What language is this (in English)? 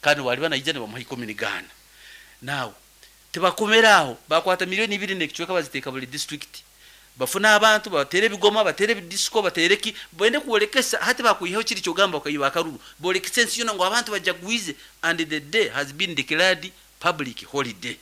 Nyankole